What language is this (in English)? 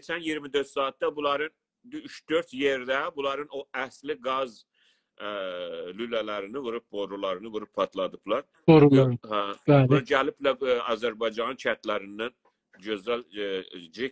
South Azerbaijani